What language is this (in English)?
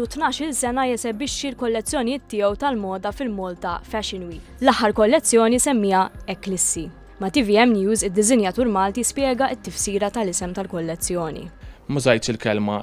Maltese